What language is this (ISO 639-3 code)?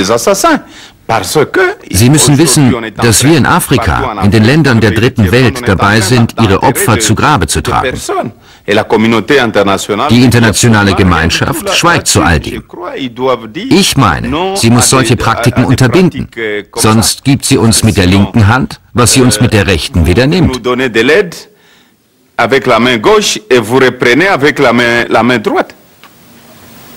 deu